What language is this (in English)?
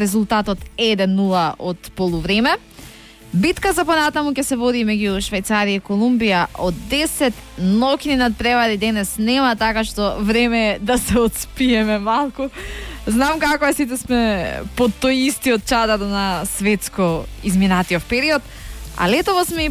Macedonian